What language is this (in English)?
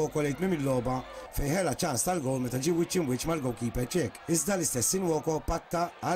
Maltese